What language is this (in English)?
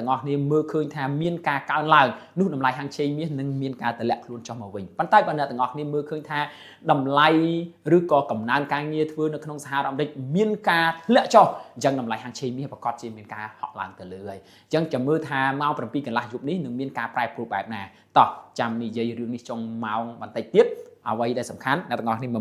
Khmer